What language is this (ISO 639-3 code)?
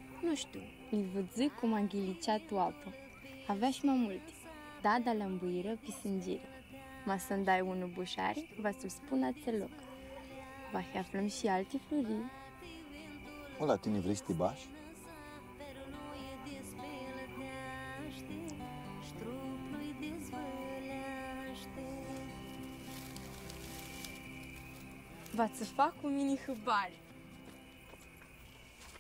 rup